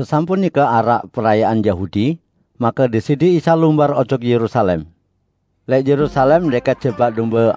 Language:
Sasak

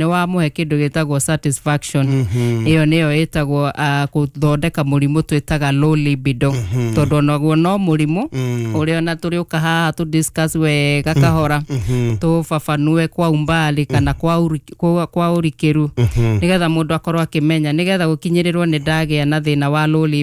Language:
Kikuyu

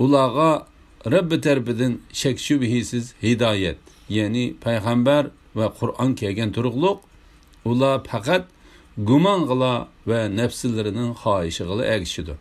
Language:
Uyghur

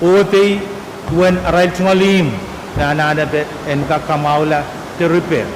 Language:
Pohnpeian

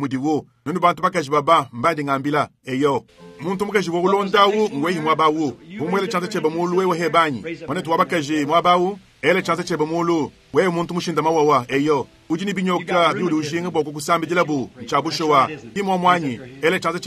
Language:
Luba-Lulua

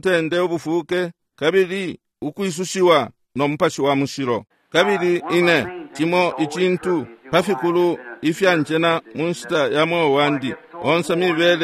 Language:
Bemba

